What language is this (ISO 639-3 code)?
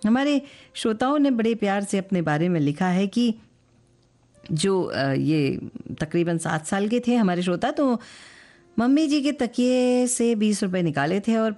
hin